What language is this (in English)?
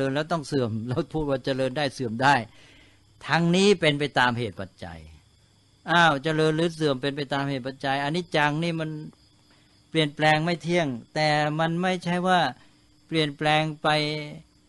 Thai